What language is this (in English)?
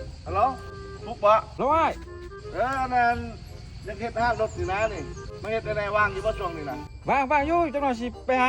Lao